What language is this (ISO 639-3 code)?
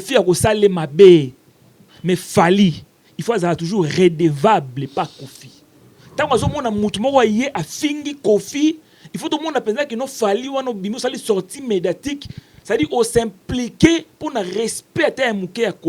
lin